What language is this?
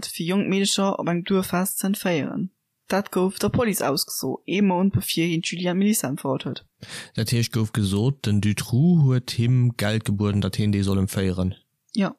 Luxembourgish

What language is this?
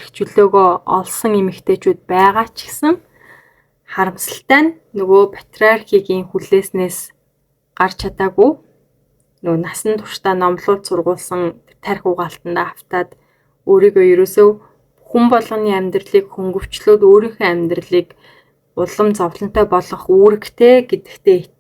Mongolian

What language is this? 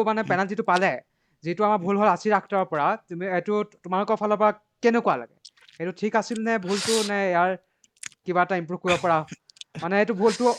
Assamese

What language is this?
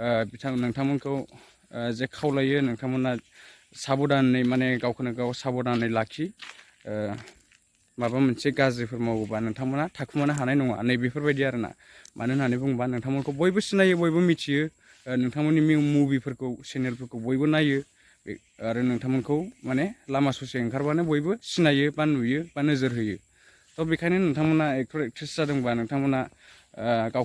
Bodo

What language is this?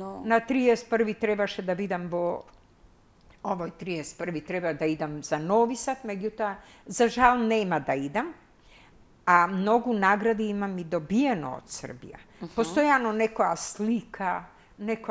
Macedonian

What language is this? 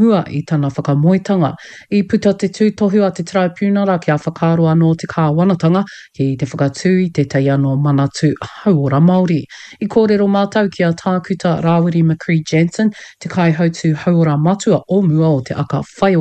Māori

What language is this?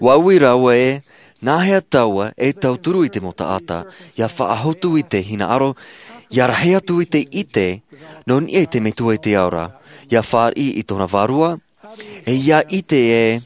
Tahitian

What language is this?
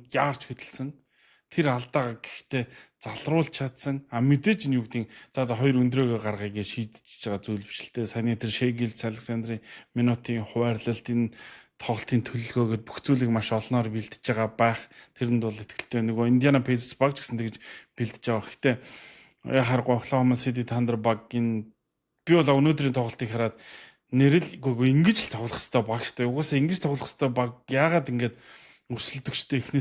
Mongolian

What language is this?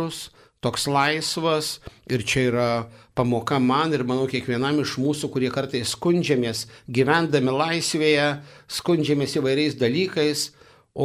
Lithuanian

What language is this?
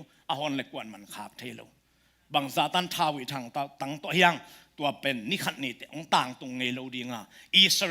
Tedim Chin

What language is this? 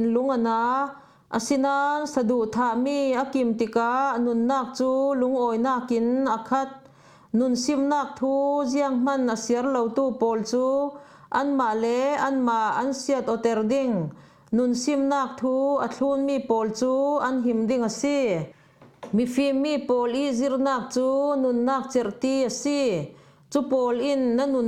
Falam Chin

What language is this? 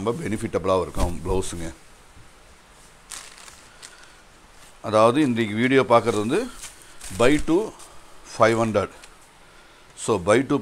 Tamil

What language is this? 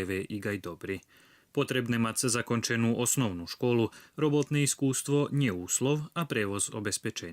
Rusyn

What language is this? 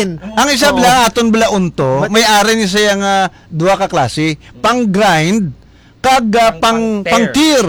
Hiligaynon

